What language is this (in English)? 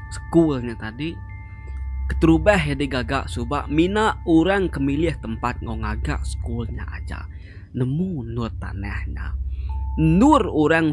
Iban